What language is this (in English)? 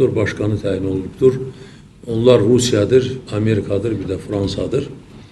Azerbaijani